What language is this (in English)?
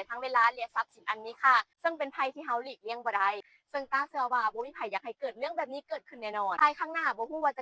Lao